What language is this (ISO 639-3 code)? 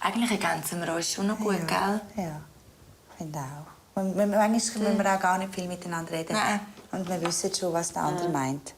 gsw